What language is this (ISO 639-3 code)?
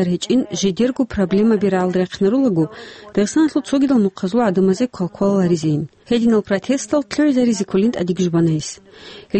ava